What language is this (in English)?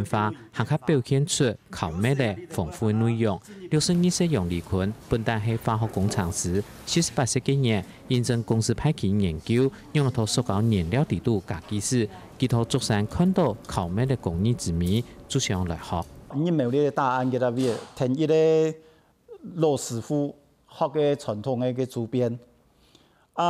Hakka Chinese